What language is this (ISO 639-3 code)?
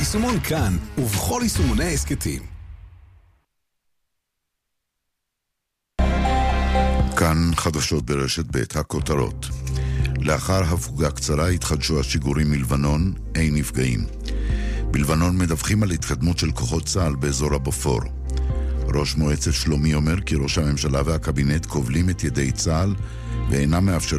heb